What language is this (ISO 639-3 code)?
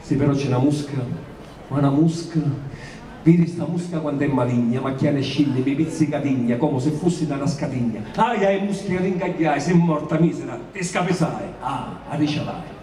scn